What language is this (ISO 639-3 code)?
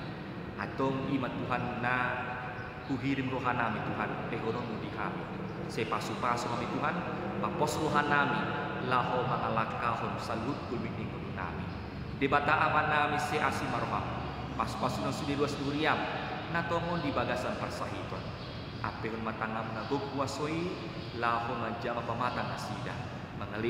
bbc